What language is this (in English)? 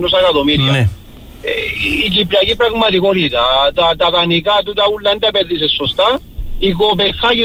Greek